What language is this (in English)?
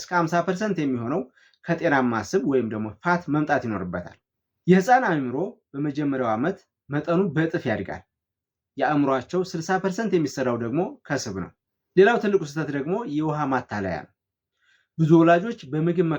Amharic